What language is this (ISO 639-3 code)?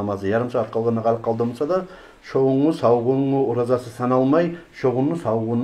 kum